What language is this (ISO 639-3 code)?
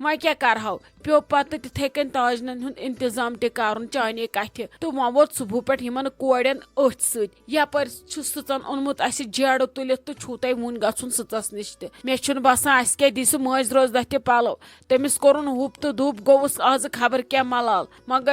kas